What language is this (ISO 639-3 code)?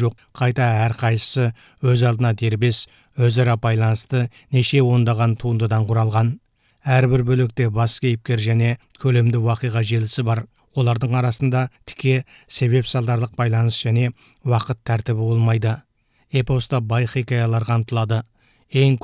kaz